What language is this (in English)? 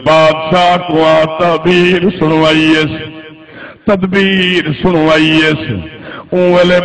Saraiki